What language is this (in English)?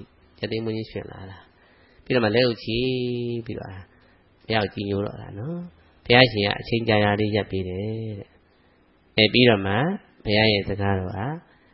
Burmese